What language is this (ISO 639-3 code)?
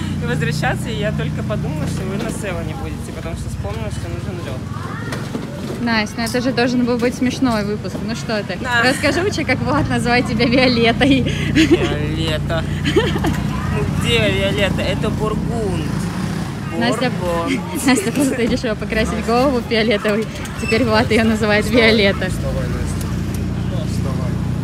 rus